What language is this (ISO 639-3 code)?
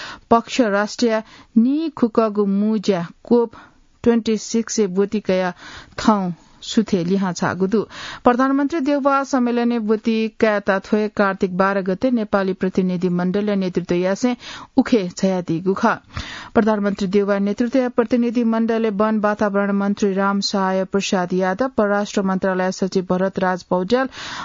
new